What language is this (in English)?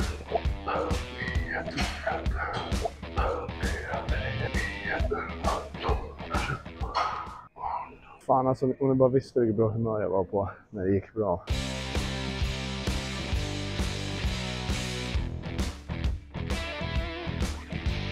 Swedish